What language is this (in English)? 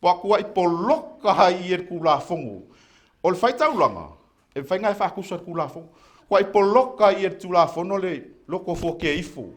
Samoan